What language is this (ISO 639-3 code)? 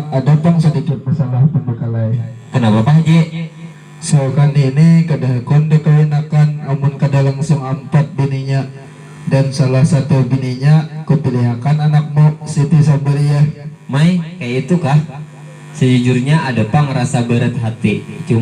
bjn